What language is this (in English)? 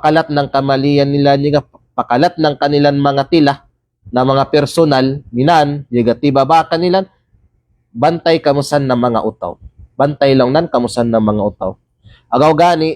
Kalagan